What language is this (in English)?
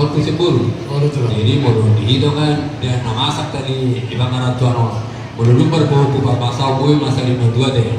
Batak Toba